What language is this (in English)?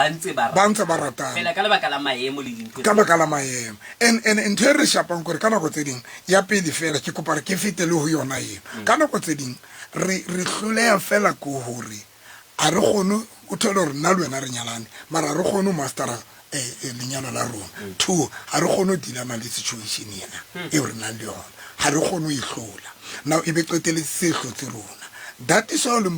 Southern Sotho